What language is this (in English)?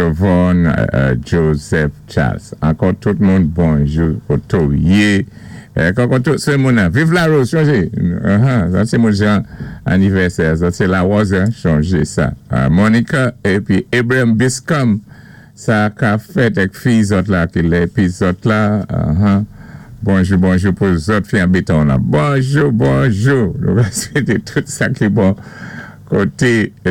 Saint Lucian Creole French